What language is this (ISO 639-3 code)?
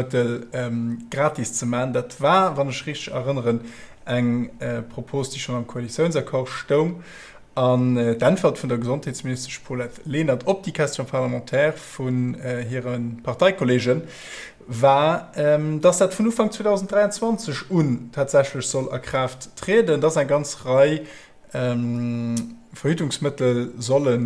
ltz